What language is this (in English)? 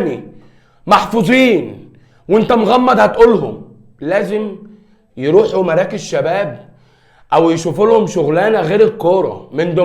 Egyptian Arabic